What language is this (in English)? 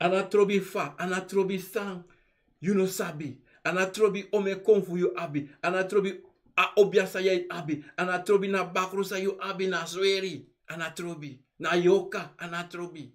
Sranan Tongo